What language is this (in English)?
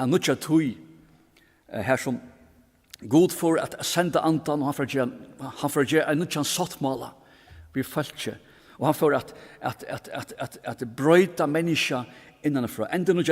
Faroese